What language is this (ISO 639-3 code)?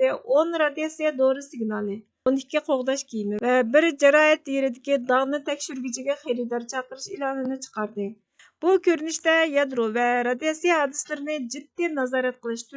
uig